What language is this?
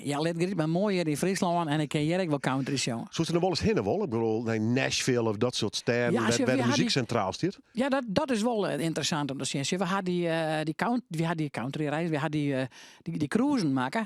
Western Frisian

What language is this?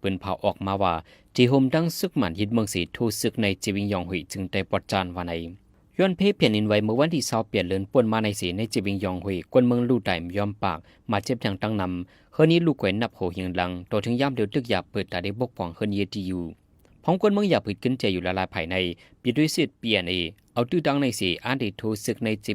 Shan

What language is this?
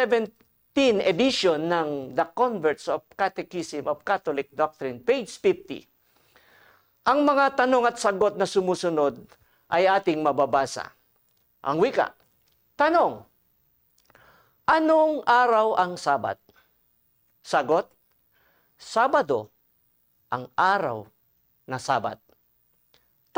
Filipino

